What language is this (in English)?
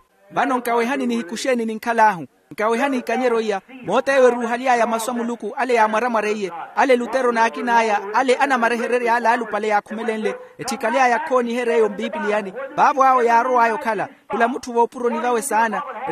Makhuwa